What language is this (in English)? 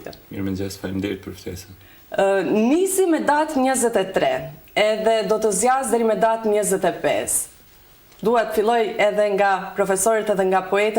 Albanian